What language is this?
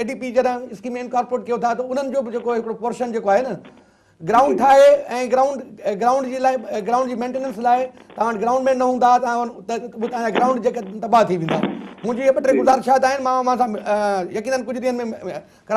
Sindhi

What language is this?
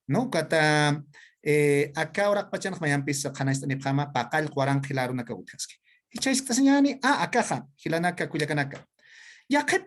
Aymara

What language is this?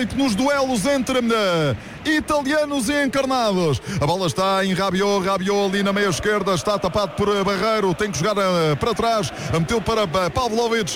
Portuguese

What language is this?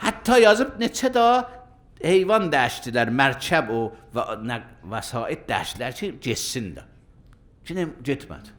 Azerbaijani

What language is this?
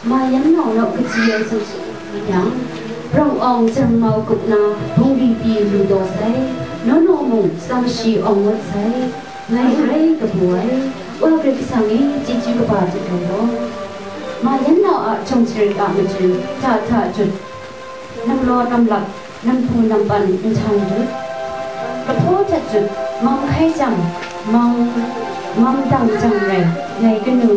Kachin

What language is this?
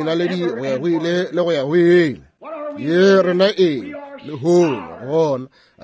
Northern Sotho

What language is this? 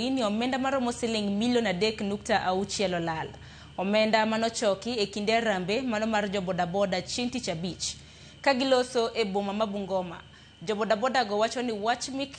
Luo (Kenya and Tanzania)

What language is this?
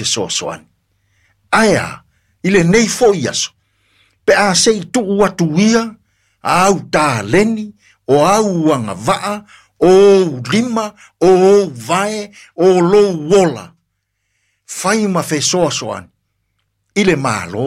Samoan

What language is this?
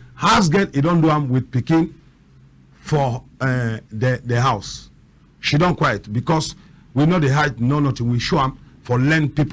Cameroon Pidgin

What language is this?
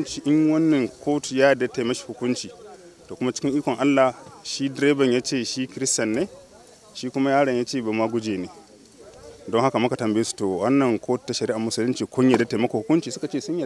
Hausa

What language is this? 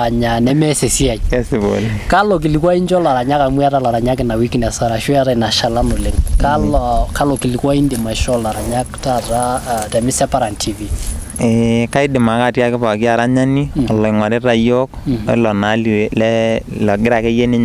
Masai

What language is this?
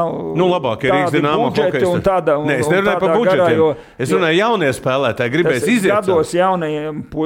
Latvian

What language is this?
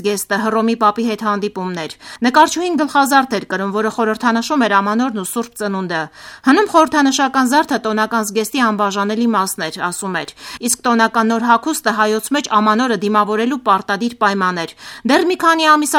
Armenian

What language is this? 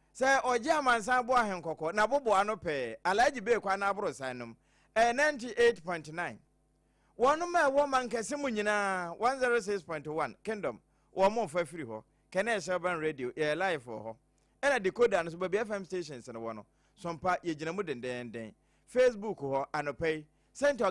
Akan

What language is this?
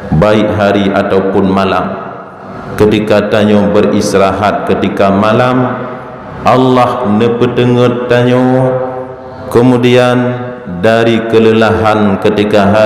Achinese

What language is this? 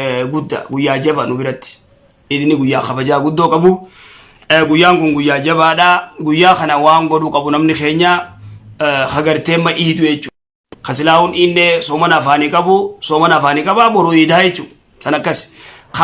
Oromo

